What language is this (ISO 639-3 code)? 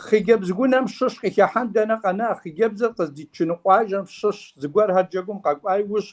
kbd